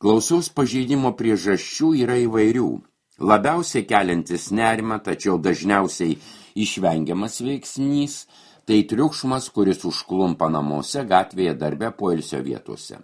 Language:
Lithuanian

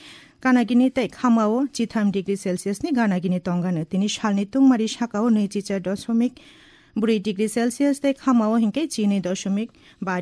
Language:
Kok Borok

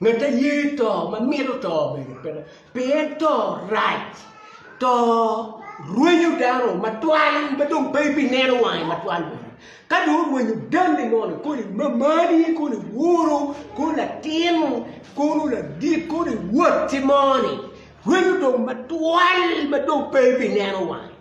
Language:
Acoli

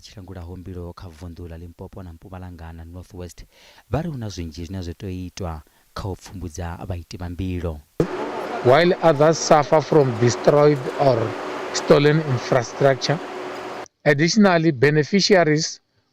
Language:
Venda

